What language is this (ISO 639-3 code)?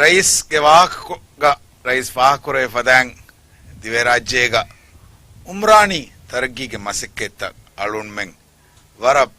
div